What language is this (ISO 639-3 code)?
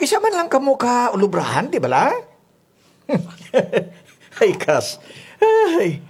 krj